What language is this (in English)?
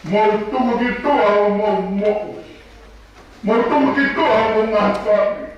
Tongan